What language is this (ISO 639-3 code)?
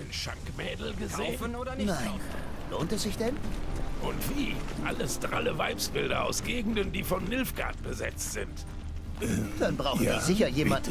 gsw